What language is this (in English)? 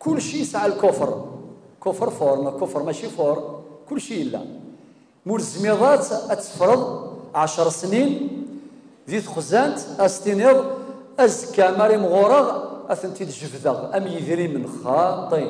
Kabyle